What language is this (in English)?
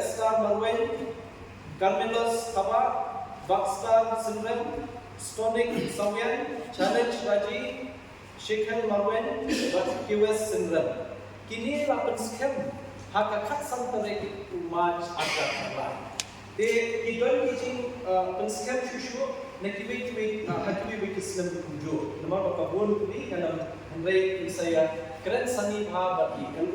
Khasi